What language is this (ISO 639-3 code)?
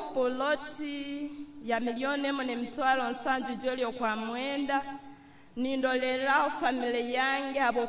nyn